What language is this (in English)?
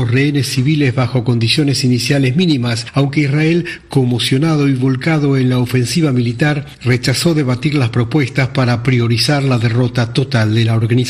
Spanish